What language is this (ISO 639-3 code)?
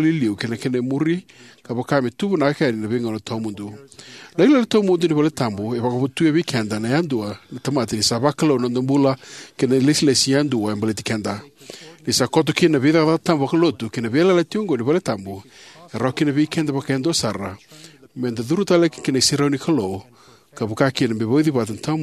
fij